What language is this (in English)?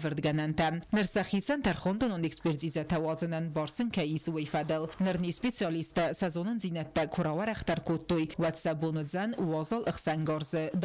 Ossetic